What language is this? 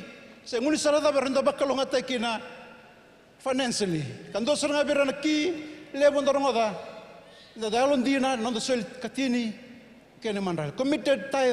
Fijian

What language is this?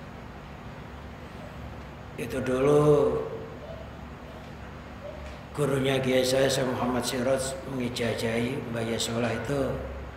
Indonesian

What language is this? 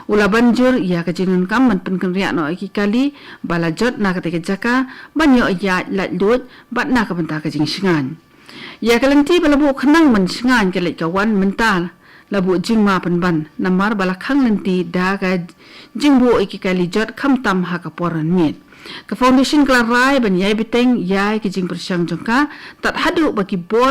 Khasi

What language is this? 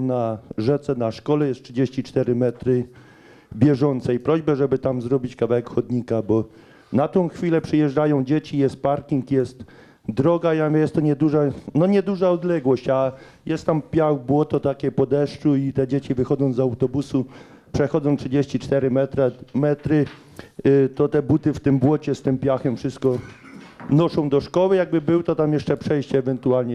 Polish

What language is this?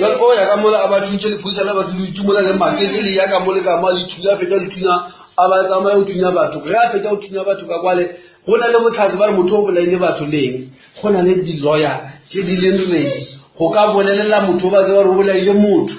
Northern Sotho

